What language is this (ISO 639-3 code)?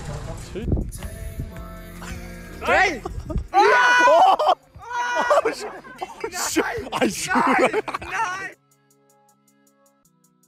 dan